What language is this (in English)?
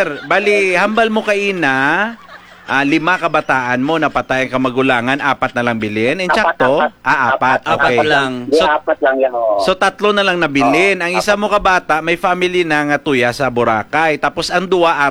Hiligaynon